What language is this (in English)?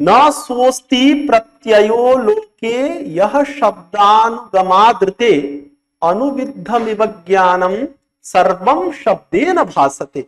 Sanskrit